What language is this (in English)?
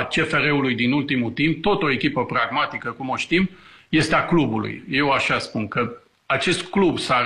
Romanian